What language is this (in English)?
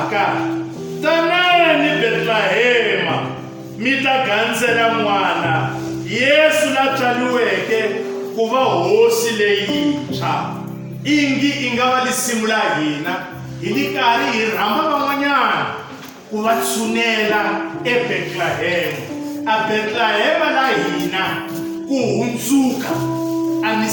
Tsonga